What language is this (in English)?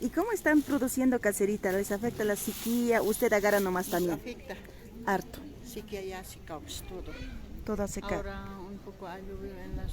Aymara